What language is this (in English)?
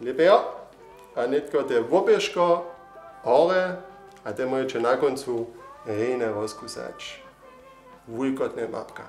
Upper Sorbian